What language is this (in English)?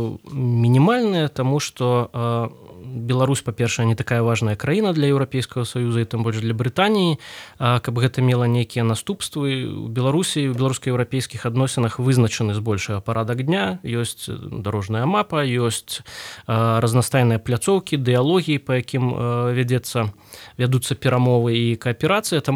Belarusian